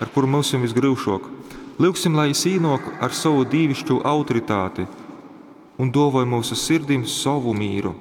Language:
Latgalian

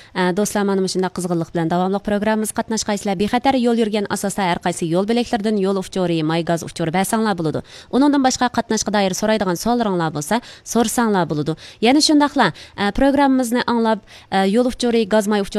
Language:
Uyghur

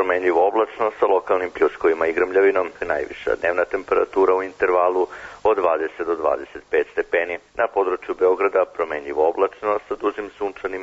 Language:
Serbian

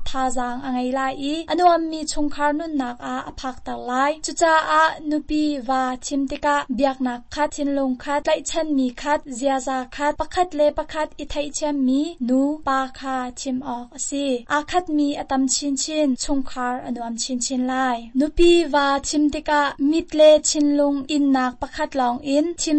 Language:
Hakha Chin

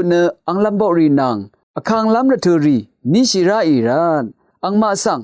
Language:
Rawang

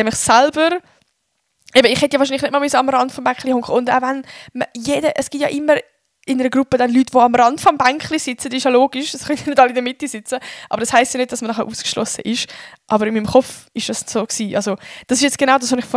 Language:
Swiss German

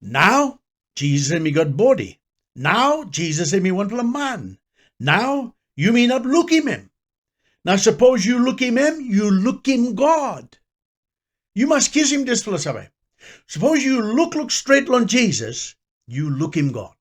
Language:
Tok Pisin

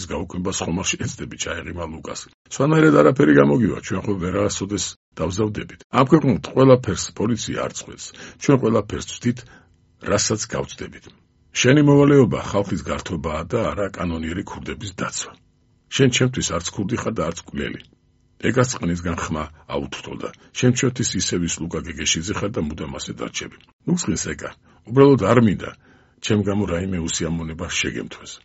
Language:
Georgian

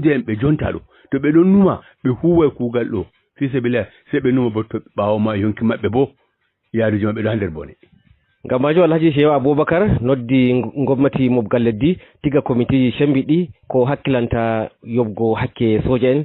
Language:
Fula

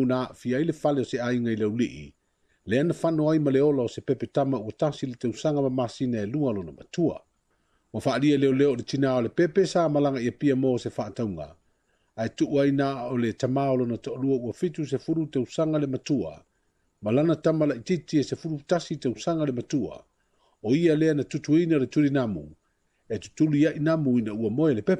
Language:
Samoan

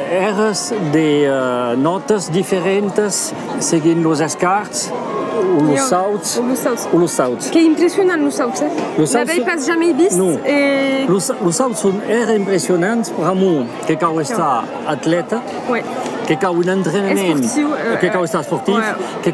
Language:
Occitan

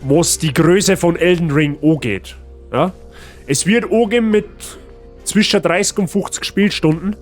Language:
Bavarian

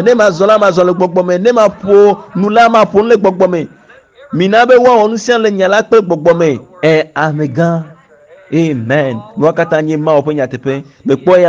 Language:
Ewe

